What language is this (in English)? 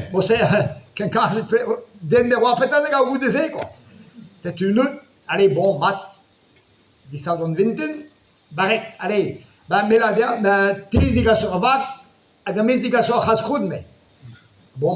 Breton